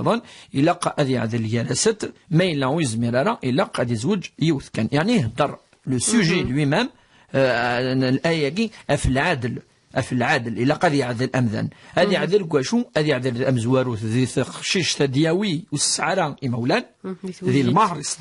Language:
Kabyle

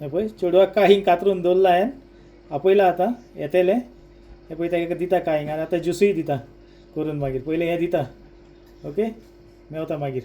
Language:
Konkani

